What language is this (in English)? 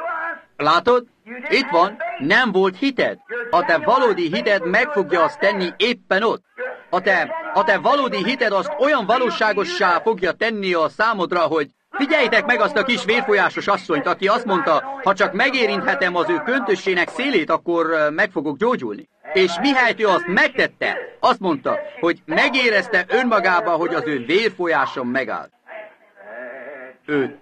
Hungarian